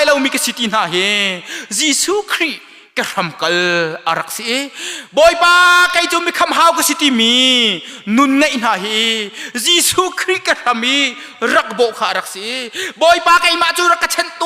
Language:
Hakha Chin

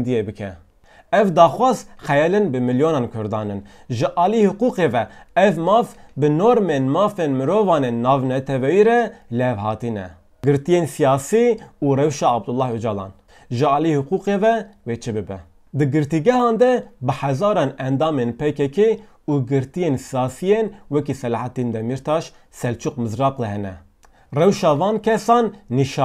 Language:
Kurdish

